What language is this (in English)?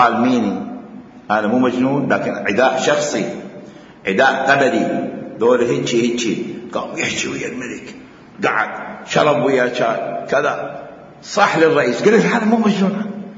Mesopotamian Arabic